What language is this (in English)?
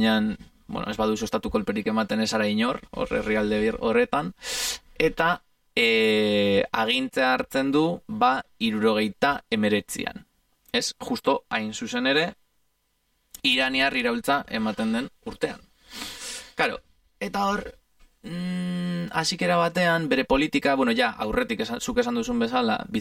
Basque